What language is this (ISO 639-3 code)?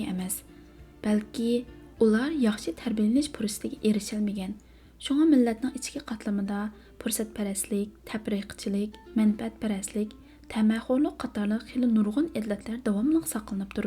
uig